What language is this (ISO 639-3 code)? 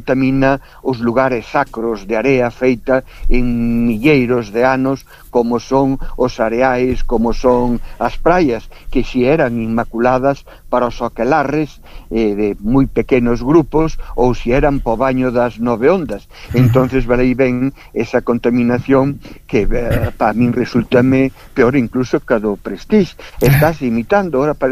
glg